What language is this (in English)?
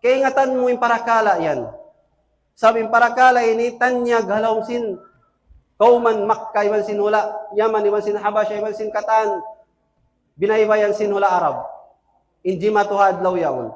Tausug